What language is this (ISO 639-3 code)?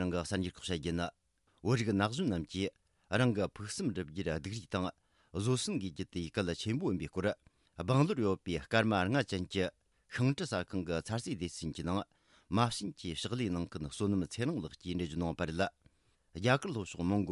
bod